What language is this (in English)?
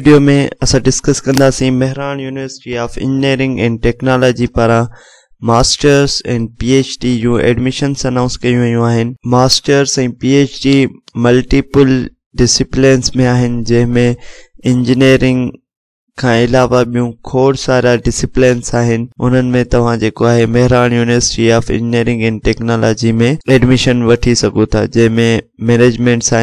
Sindhi